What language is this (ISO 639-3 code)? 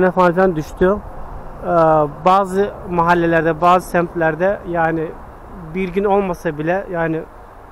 tur